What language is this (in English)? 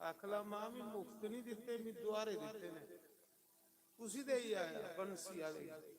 Dogri